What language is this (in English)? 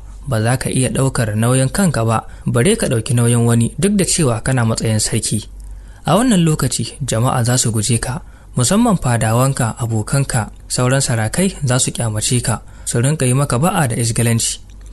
Hausa